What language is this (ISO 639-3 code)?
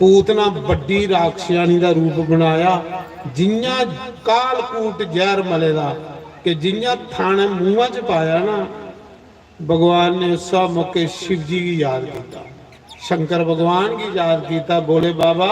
doi